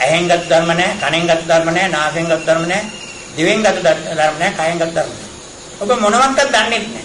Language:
Sinhala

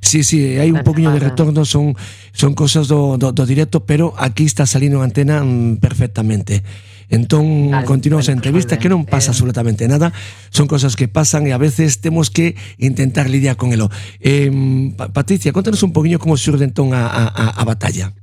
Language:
Galician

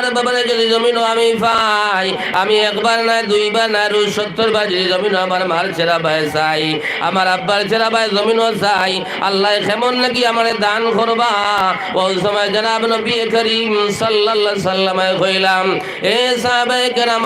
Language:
Sylheti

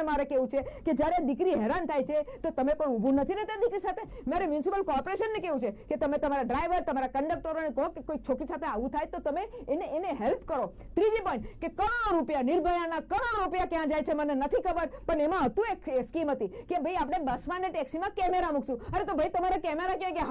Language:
Gujarati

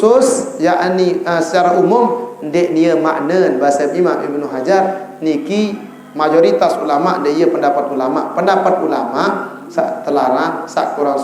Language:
Sasak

